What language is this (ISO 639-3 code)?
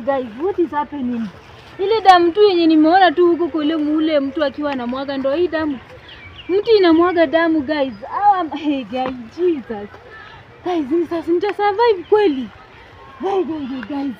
swa